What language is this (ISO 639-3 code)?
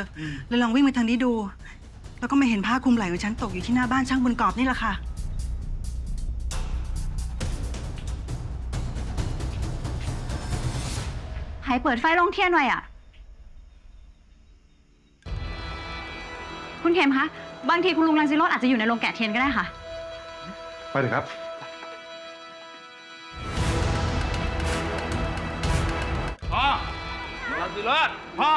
tha